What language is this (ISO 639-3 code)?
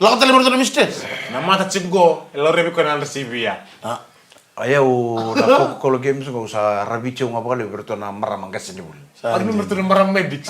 fij